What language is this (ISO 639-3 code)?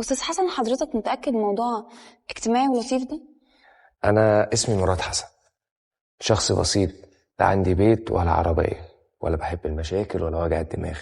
arz